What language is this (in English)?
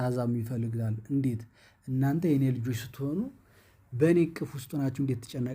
Amharic